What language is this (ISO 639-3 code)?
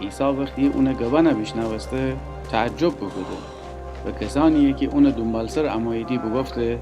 glk